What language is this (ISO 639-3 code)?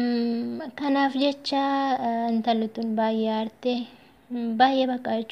orm